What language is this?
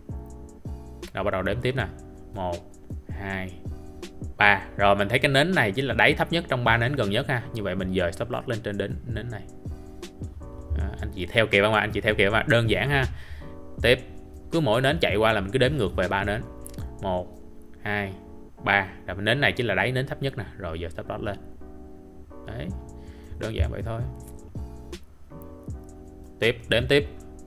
Vietnamese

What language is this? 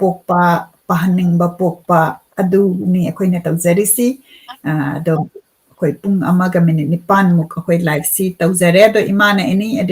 Manipuri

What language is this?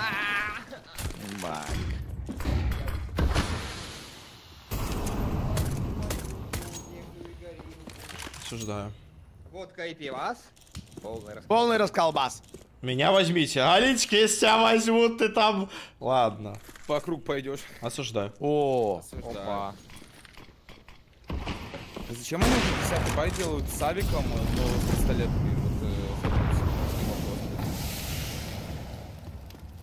Russian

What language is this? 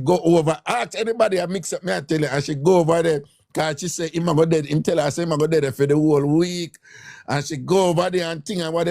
Jamaican Creole English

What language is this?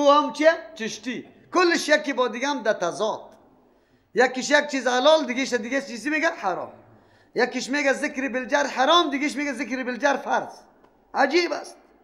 Persian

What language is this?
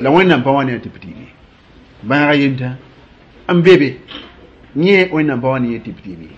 Mossi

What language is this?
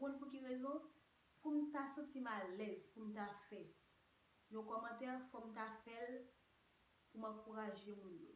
Haitian Creole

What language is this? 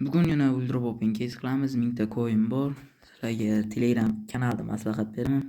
Uzbek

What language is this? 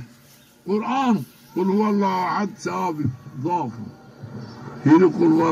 Zaza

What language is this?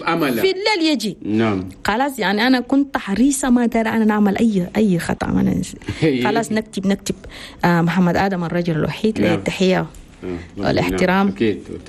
Chadian Arabic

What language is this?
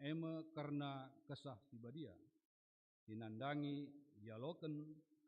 Batak Karo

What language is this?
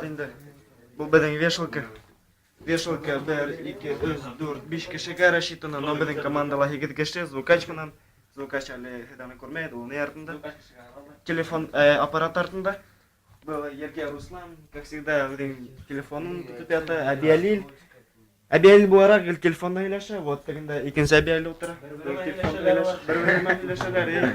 Bashkir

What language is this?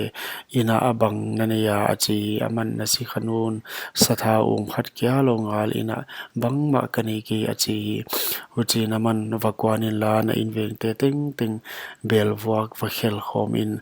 Paite Chin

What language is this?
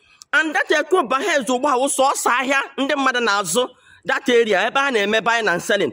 Igbo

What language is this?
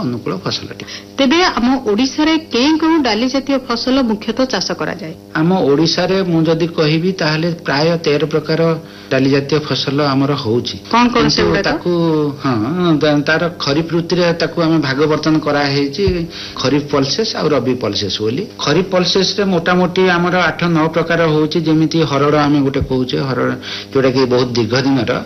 Odia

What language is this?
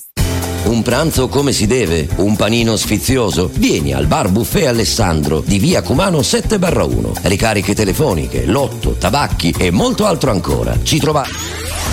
Italian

